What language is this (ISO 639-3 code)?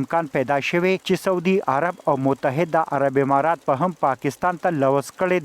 pus